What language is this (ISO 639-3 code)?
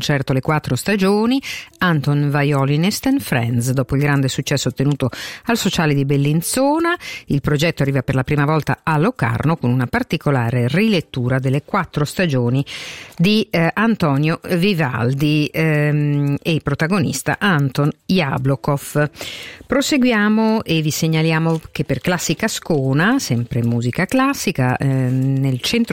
ita